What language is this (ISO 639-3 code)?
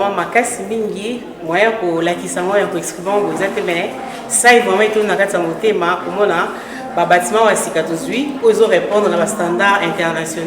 lin